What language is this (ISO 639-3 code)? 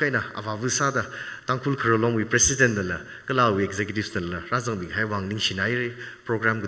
nmf